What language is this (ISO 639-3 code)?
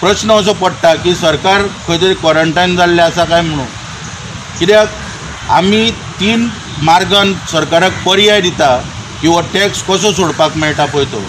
kok